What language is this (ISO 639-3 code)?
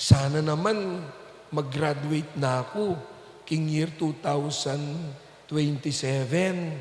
pam